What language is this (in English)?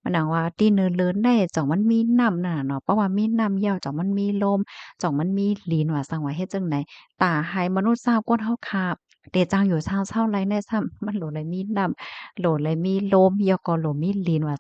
Shan